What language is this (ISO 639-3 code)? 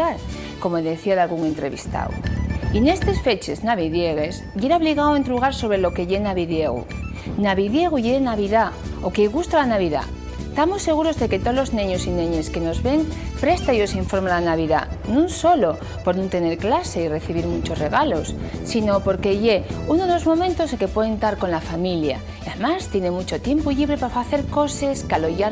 ast